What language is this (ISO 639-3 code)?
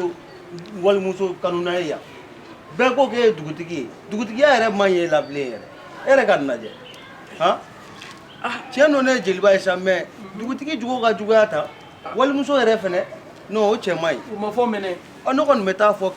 bam